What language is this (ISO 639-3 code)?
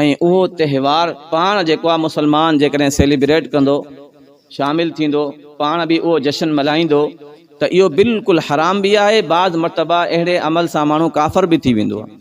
snd